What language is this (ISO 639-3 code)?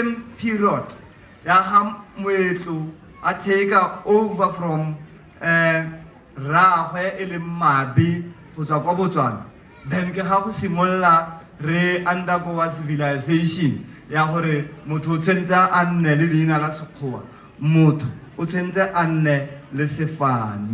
tsn